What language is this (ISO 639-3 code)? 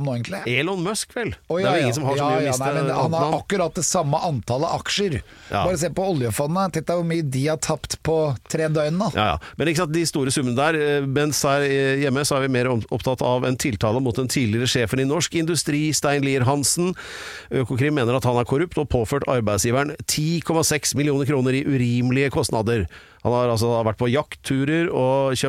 nor